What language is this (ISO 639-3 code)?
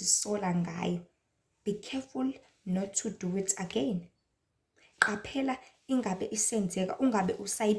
zul